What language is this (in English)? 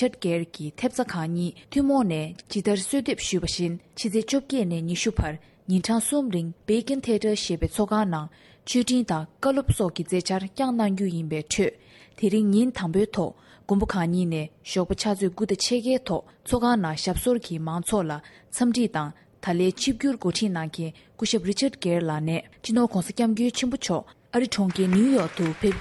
Tibetan